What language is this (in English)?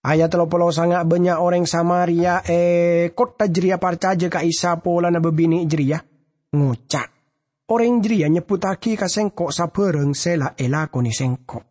Madurese